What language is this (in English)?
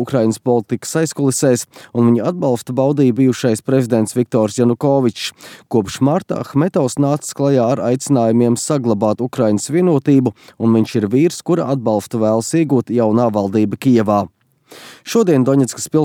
Latvian